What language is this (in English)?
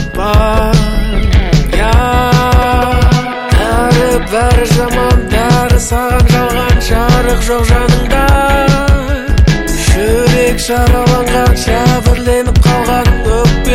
Kazakh